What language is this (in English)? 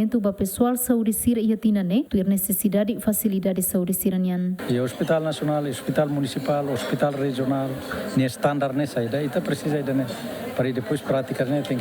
Tetum